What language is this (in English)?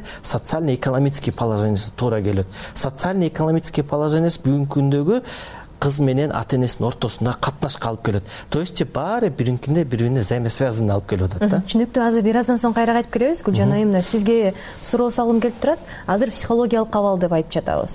Kyrgyz